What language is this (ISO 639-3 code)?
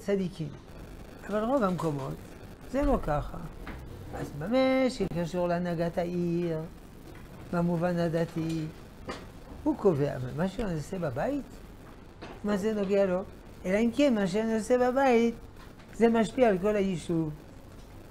heb